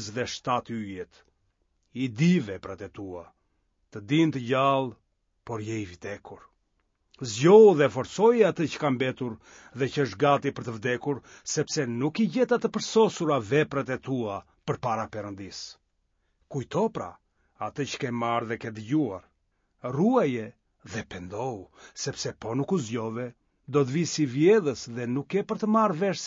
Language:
Albanian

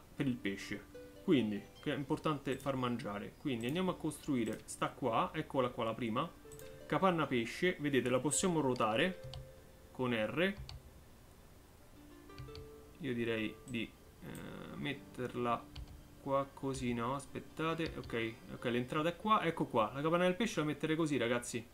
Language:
Italian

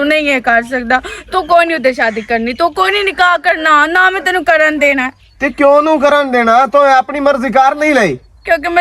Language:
Western Panjabi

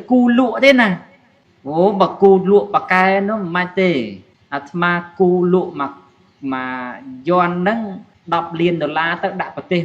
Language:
Khmer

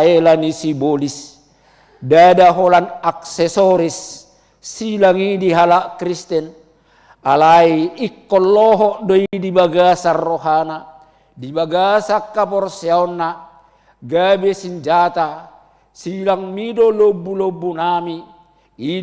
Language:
Batak Toba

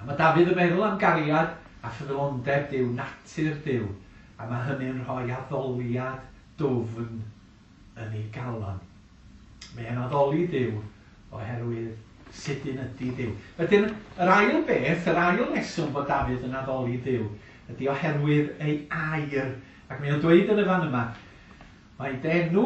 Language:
Welsh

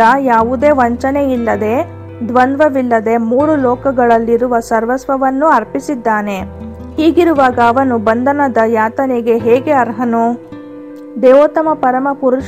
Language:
Kannada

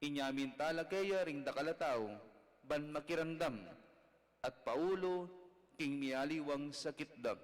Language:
Pampanga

